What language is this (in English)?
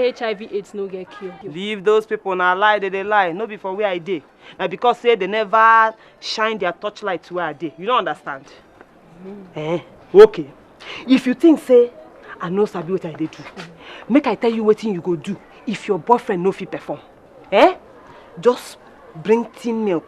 Nigerian Pidgin